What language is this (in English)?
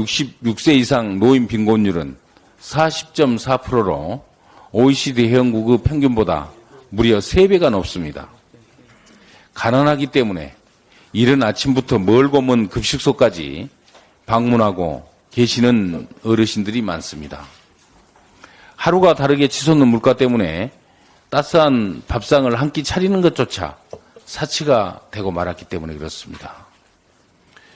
Korean